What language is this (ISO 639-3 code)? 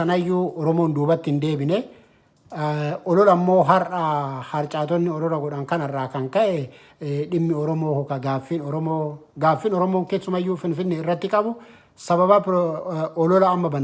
orm